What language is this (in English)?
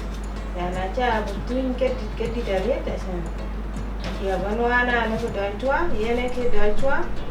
Dinka